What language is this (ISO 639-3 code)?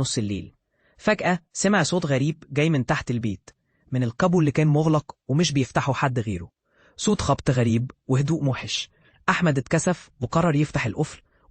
arz